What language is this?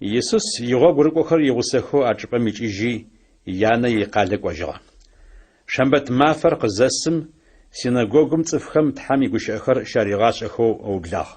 Adyghe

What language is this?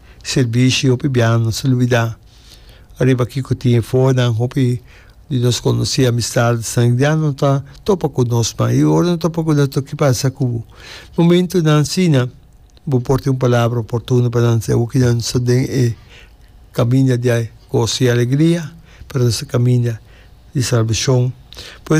Papiamento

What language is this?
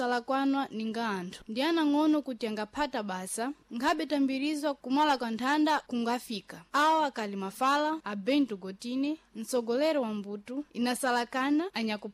Sena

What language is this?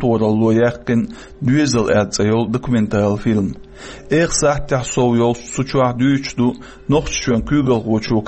Chechen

